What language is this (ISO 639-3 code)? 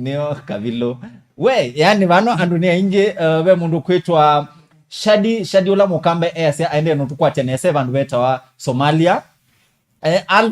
kam